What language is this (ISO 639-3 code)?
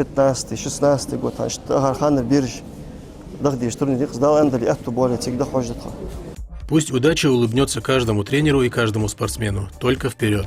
inh